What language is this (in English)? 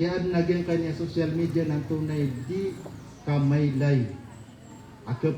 Maranao